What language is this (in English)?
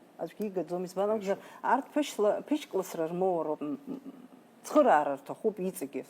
Abkhazian